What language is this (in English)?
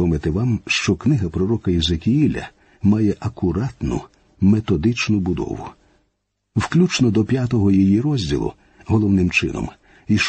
Ukrainian